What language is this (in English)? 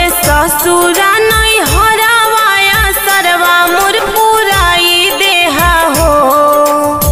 Bhojpuri